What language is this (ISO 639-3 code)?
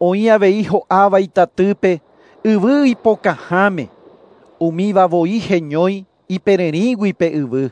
grn